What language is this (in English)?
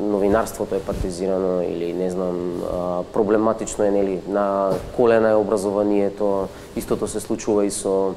Macedonian